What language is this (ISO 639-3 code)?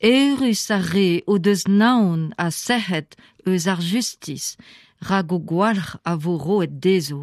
bre